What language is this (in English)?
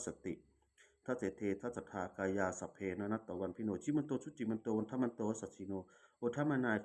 Pali